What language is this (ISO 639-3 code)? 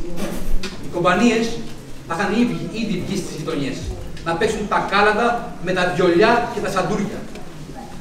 ell